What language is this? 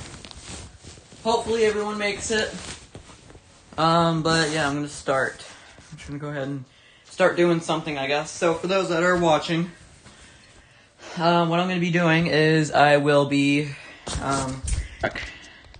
English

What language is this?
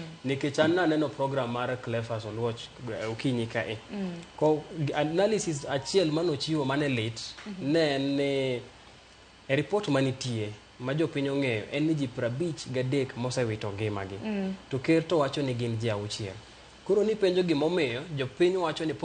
Luo (Kenya and Tanzania)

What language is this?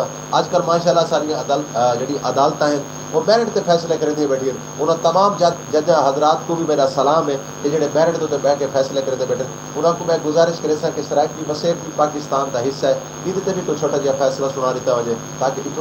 Saraiki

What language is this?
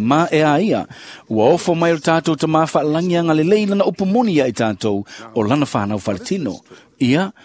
Samoan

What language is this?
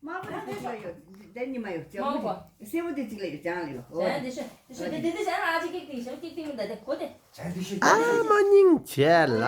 Tibetan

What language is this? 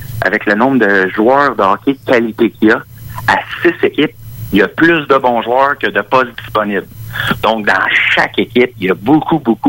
French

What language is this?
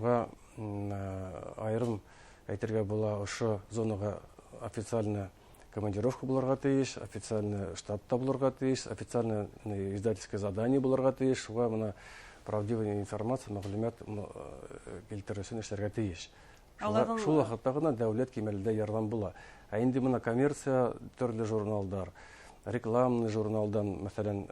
Bashkir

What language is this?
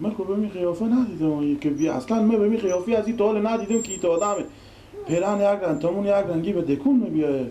Persian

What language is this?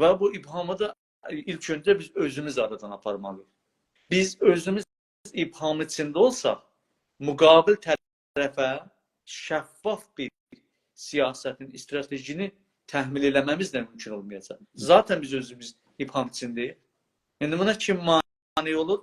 South Azerbaijani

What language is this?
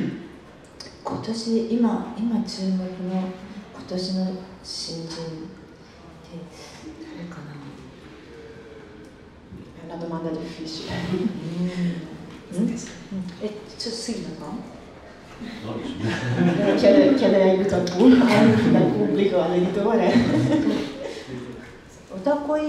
Italian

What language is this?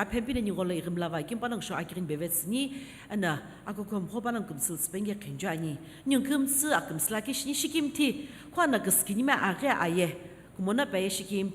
Sumi Naga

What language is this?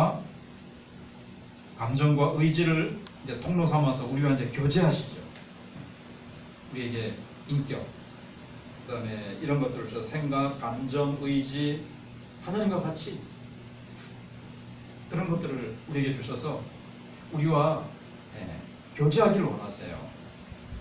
Korean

